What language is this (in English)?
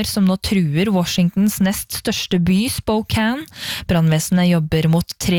Norwegian